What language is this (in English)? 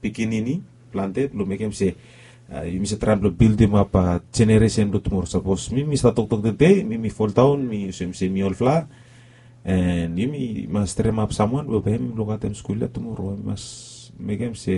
Bislama